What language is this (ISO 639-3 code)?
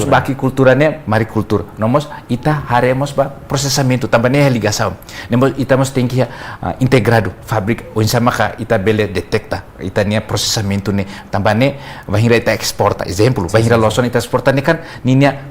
tet